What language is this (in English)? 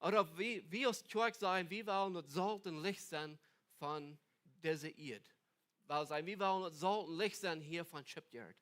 Plautdietsch